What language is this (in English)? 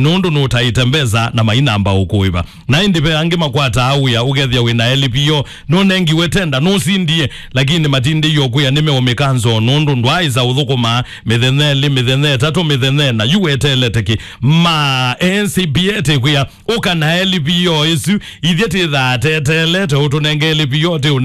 Kamba